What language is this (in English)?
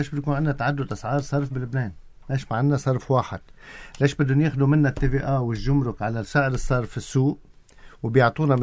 North Levantine Arabic